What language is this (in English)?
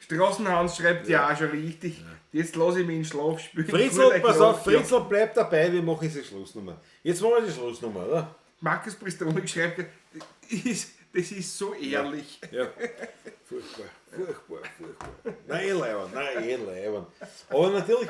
Bavarian